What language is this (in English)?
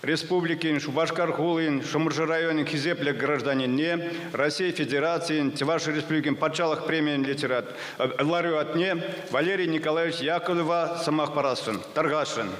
Chuvash